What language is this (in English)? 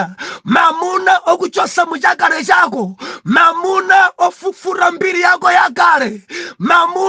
Nyanja